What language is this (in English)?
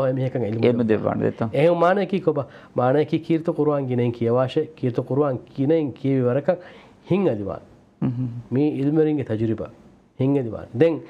Divehi